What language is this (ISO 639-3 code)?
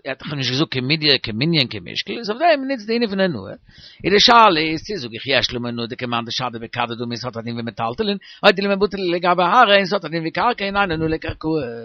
yid